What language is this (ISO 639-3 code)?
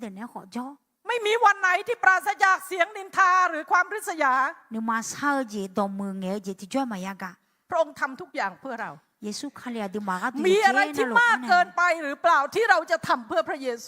ahk